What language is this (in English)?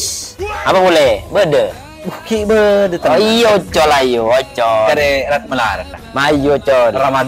Madurese